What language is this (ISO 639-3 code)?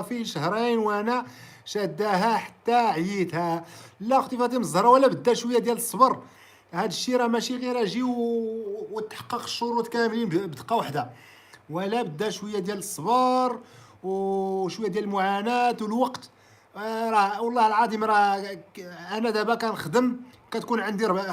ary